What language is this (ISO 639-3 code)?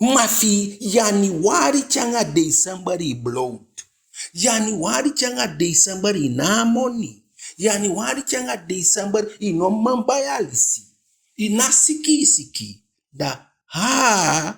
djk